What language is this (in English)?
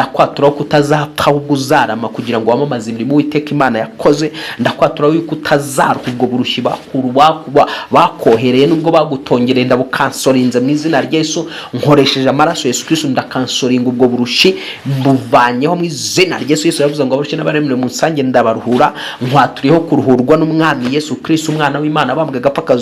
Kinyarwanda